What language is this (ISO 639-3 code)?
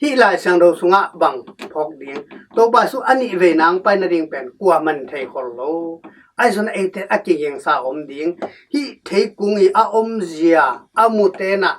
ctd